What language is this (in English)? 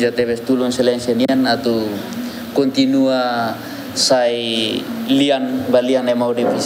Tetum